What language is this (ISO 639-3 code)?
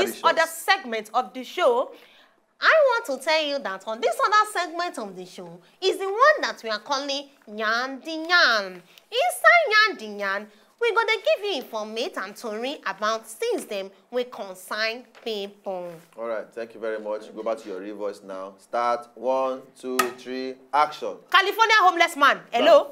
pcm